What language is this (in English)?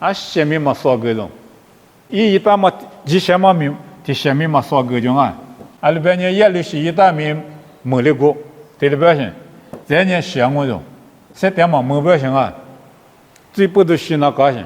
Lisu